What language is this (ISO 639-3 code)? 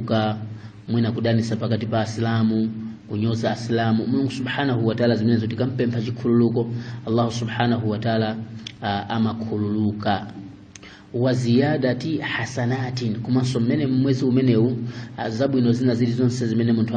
nya